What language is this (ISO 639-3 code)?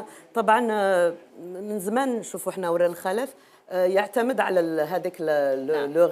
arq